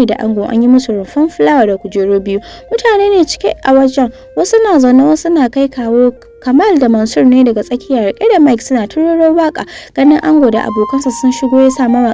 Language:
Hausa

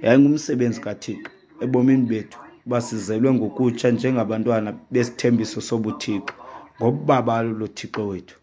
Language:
Xhosa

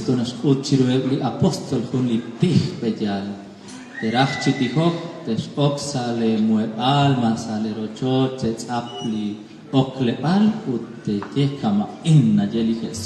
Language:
Kekchí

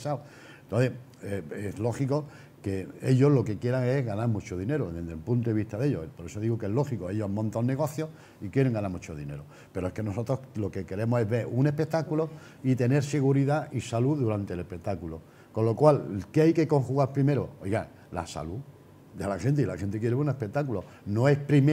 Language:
Spanish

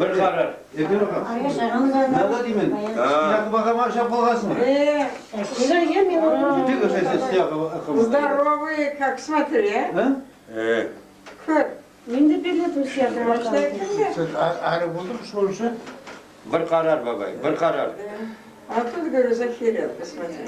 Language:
Crimean Tatar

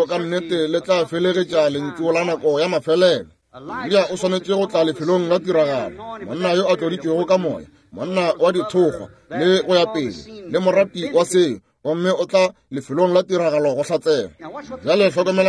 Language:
Northern Sotho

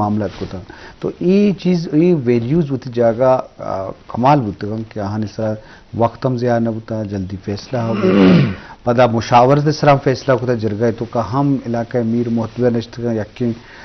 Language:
Eastern Balochi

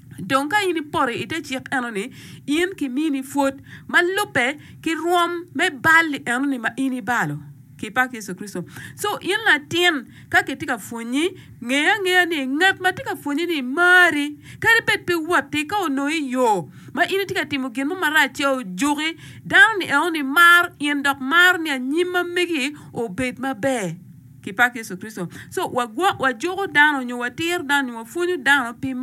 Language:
Acoli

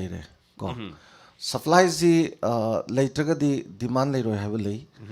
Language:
Manipuri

